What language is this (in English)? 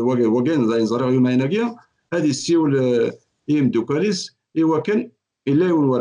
Kabyle